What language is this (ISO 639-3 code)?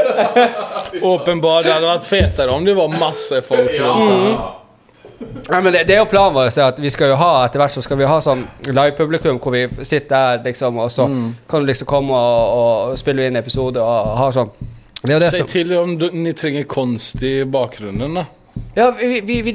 nor